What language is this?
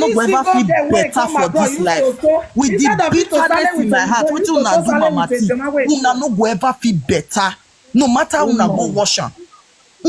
Nigerian Pidgin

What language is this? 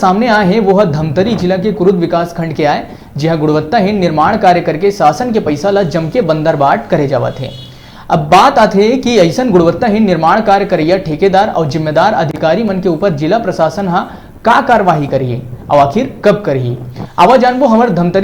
Chhattisgarhi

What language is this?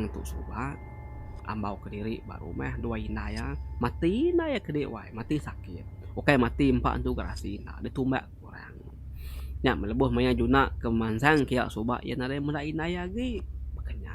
Iban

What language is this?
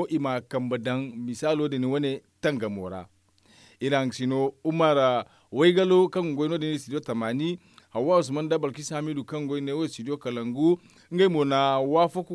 Zarma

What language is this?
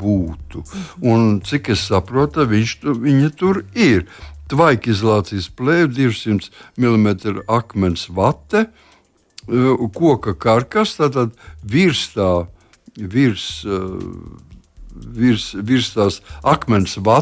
Latvian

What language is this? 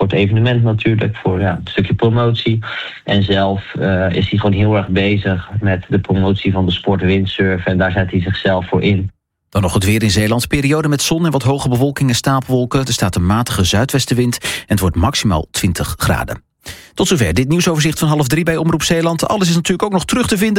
Dutch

